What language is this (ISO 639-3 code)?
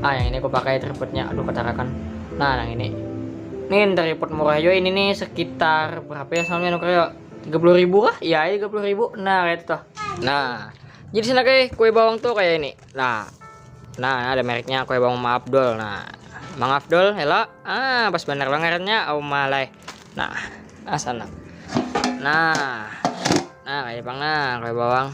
bjn